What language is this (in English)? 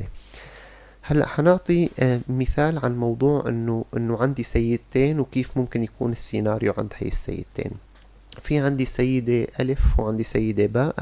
North Levantine Arabic